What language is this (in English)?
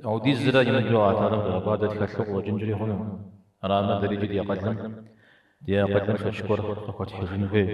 Kabardian